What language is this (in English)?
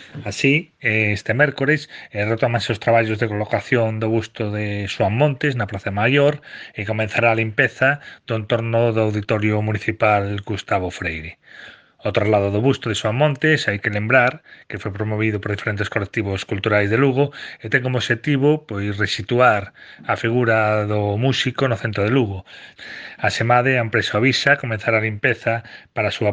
Galician